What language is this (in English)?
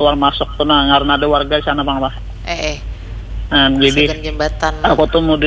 Banjar